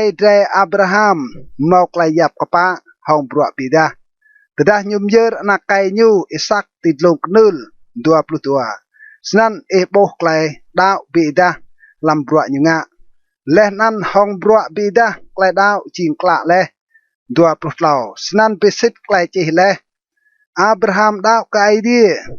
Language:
Rade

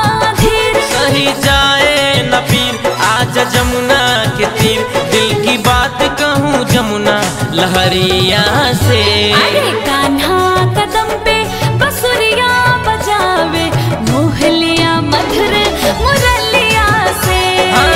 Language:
Bhojpuri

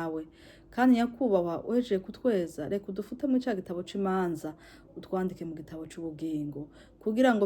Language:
Rundi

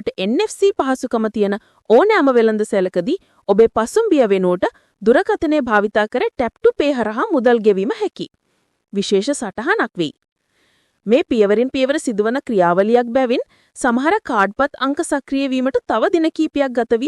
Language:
Sinhala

